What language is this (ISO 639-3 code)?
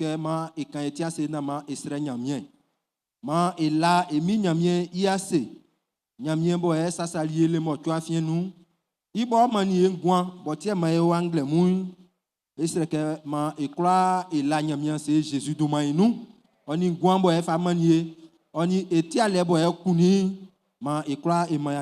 bci